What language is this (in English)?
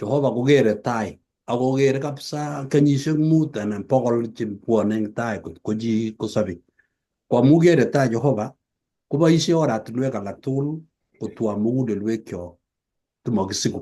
Kalenjin